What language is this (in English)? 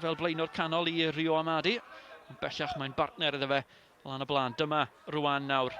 Welsh